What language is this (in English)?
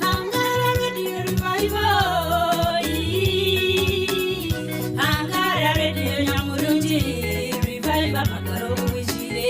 Nyankole